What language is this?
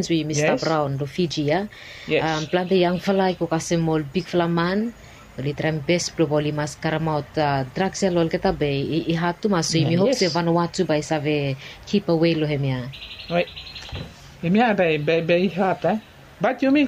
Bislama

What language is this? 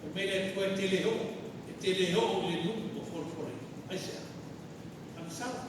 Samoan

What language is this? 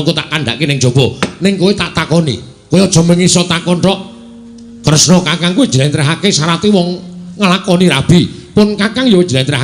Javanese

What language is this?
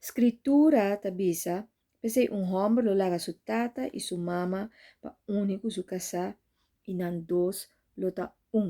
Papiamento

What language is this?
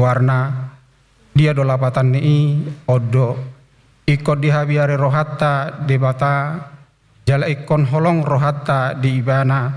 Batak Toba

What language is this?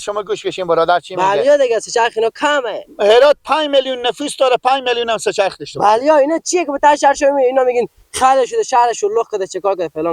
Persian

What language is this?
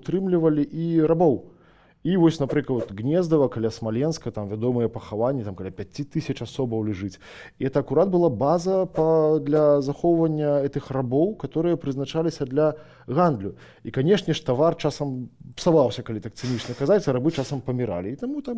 Belarusian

